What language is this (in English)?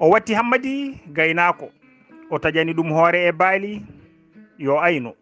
Fula